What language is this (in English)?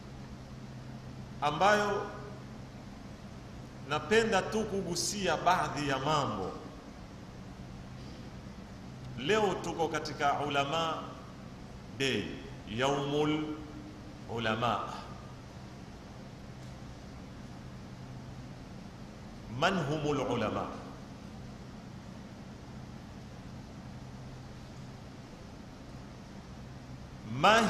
Swahili